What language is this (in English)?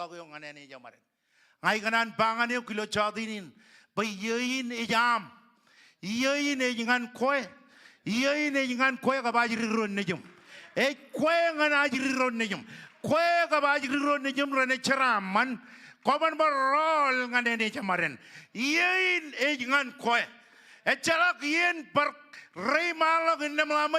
Marshallese